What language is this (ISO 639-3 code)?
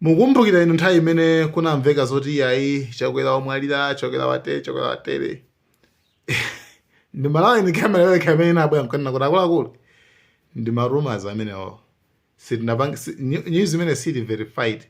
nya